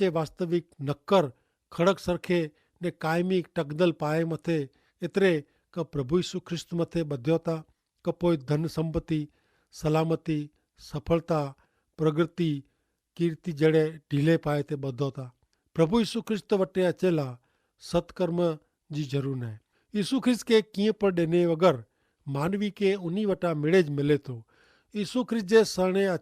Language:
Kachhi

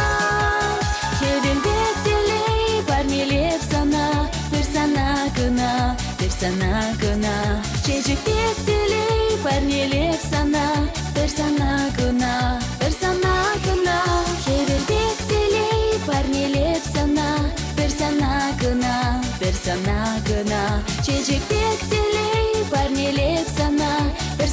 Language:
Chuvash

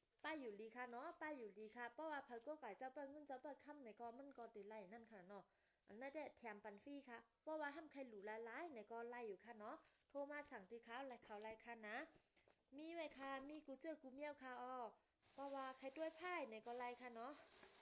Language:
Shan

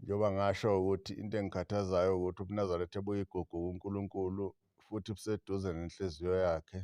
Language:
Zulu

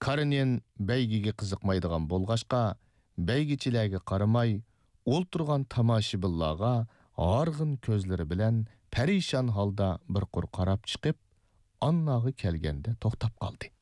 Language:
Uyghur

